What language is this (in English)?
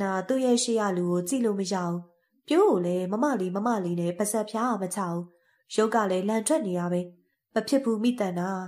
Burmese